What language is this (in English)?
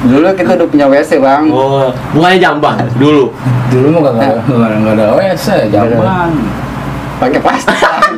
Betawi